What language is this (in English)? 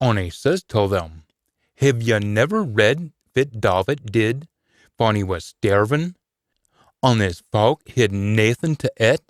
Scots